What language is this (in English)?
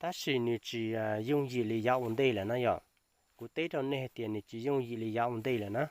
Hmong